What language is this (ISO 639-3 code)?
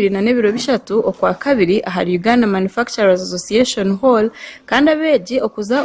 nyn